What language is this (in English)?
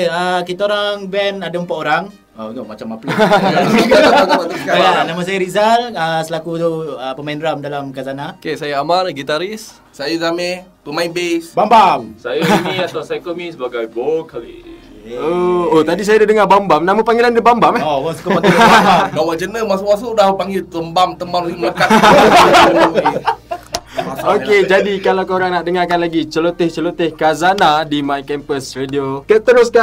Malay